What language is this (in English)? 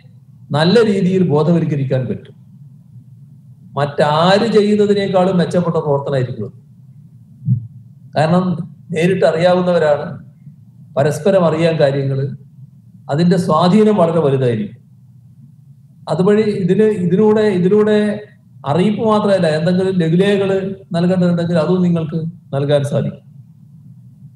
Malayalam